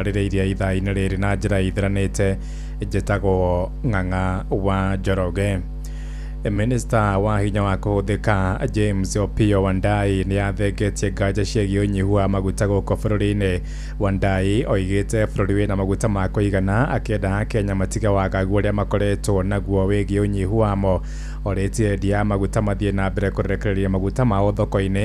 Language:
Kikuyu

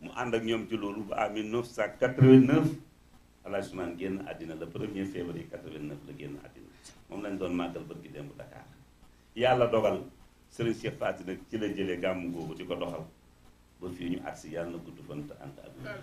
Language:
Wolof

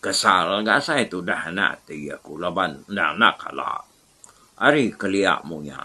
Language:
Iban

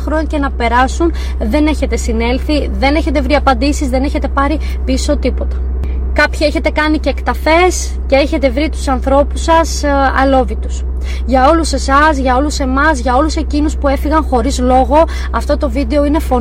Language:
Greek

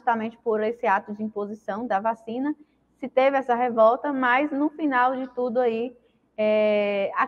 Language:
Portuguese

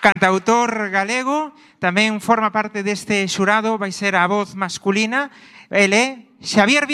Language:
Galician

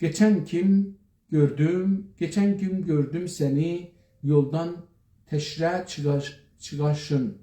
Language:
South Azerbaijani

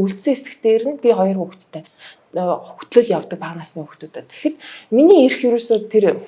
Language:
Mongolian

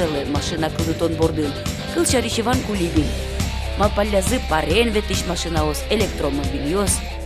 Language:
Udmurt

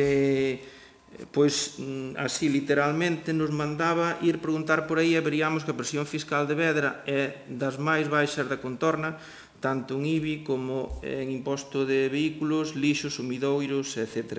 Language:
Galician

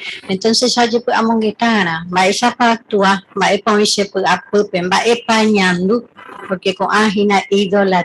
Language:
Guarani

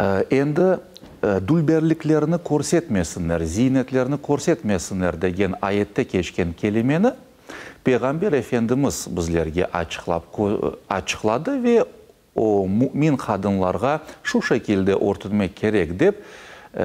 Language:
Crimean Tatar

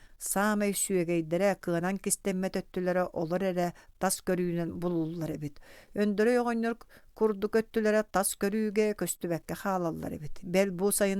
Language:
Yakut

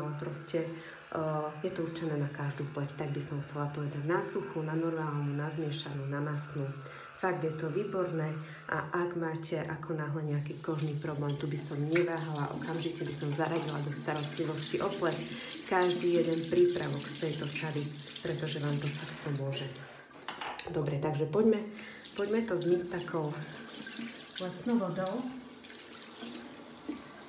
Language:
Slovak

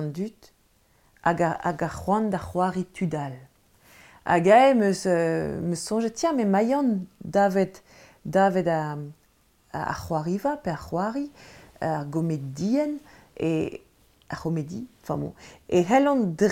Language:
Breton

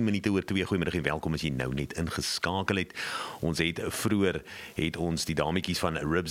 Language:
Afrikaans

